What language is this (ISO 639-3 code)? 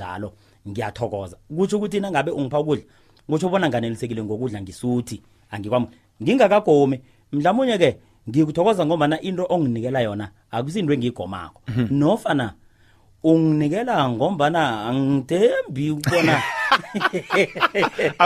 nbl